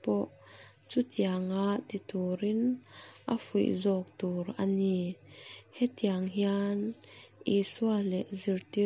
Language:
Mizo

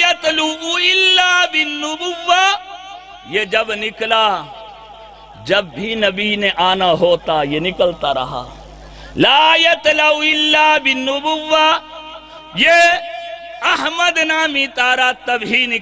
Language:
Urdu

